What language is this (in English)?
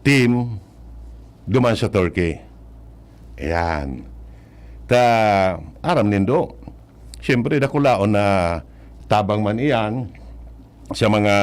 Bikol